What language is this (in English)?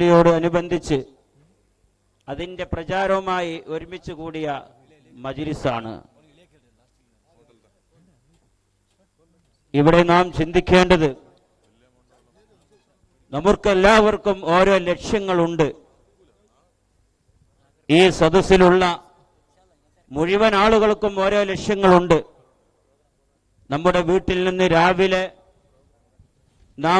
Malayalam